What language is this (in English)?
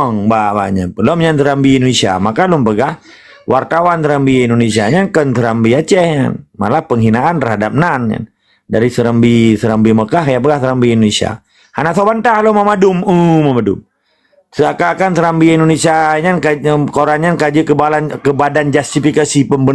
Achinese